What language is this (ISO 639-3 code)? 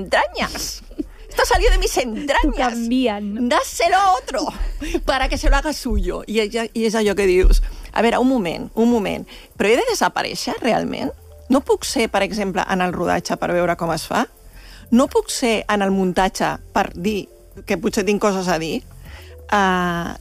cat